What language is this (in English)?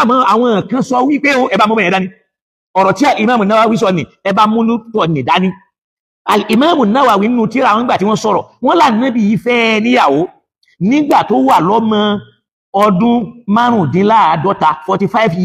Yoruba